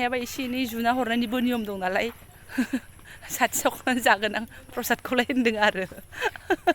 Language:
Bodo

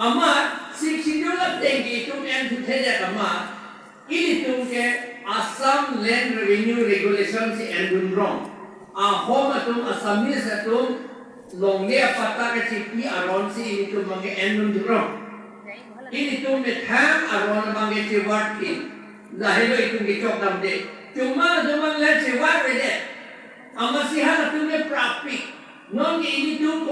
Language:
Karbi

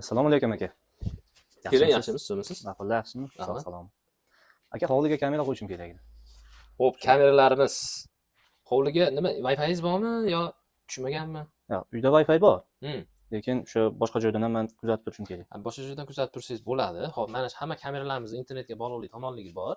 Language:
Uzbek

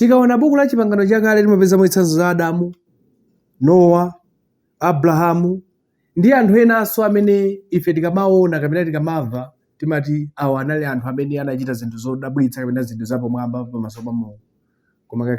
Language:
Nyanja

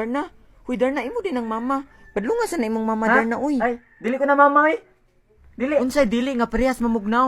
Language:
Cebuano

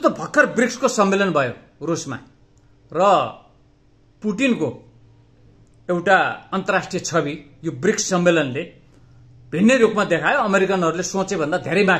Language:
Nepali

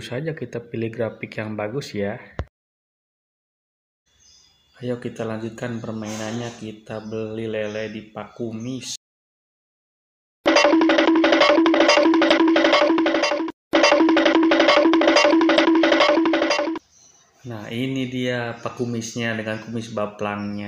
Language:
Indonesian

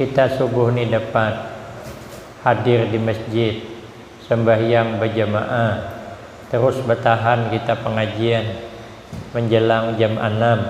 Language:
Banjar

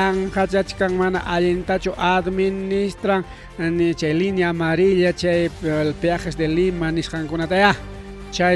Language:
Ayacucho Quechua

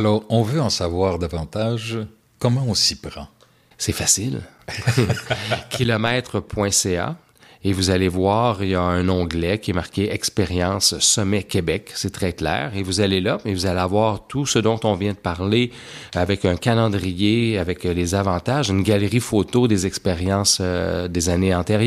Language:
French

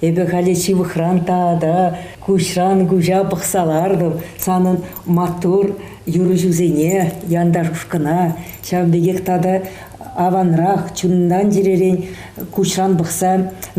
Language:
Chuvash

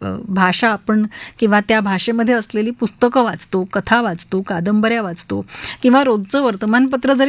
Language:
Marathi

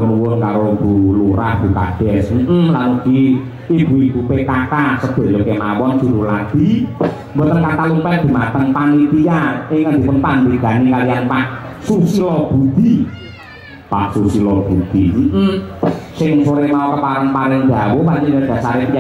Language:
Javanese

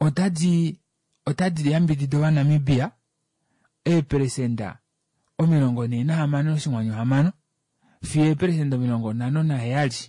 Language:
Kuanyama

